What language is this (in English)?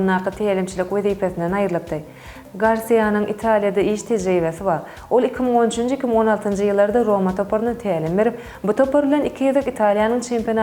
Turkmen